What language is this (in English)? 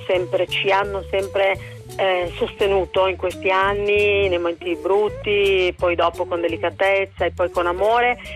Italian